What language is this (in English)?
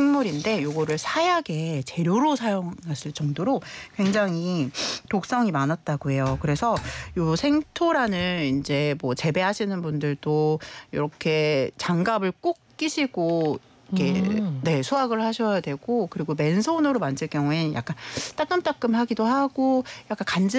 Korean